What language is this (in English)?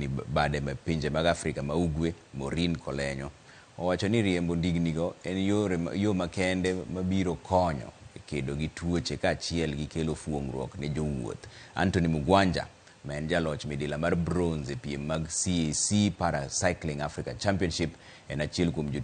Luo (Kenya and Tanzania)